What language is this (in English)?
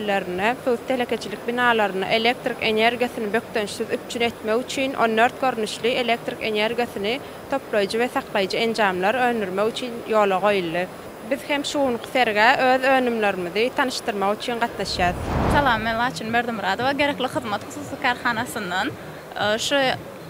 Turkmen